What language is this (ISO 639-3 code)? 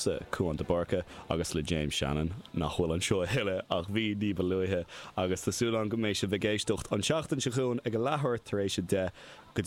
gle